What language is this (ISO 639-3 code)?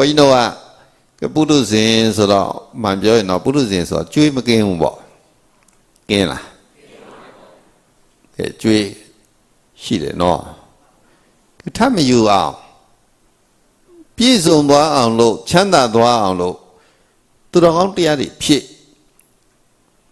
mya